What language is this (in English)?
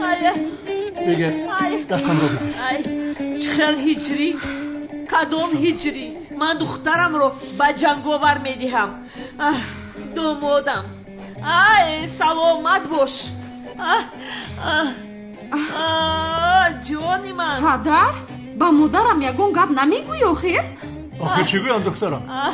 Tajik